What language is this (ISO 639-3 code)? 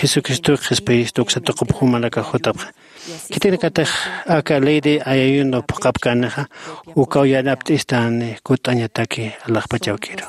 aym